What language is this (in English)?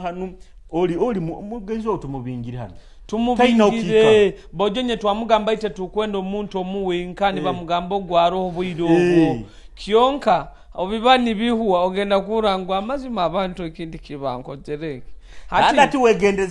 Nyoro